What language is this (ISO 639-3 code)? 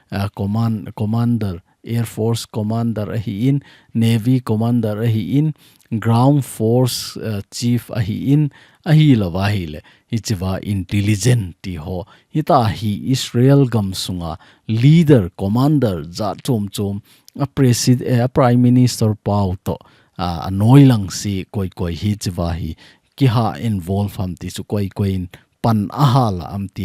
tcz